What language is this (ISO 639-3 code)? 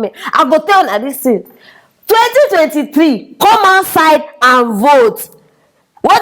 pcm